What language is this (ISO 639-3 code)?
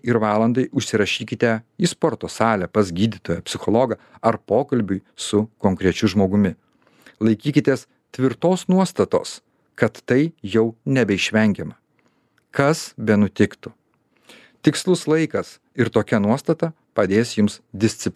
lit